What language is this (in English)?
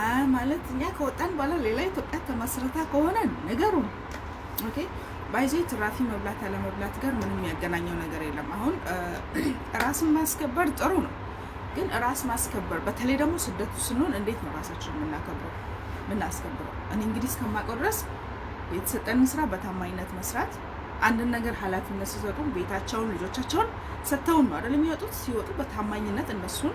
Amharic